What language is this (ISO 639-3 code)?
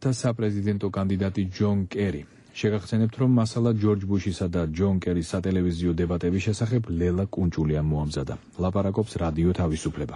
kat